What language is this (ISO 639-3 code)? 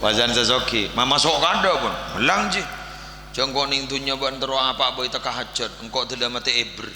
mad